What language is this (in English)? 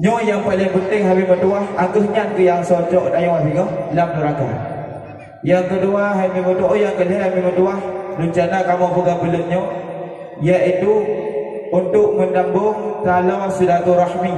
Achinese